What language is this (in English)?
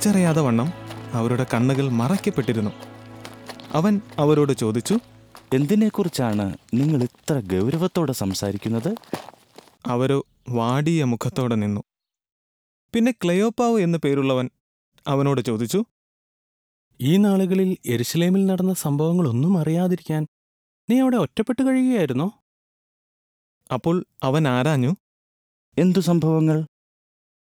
Malayalam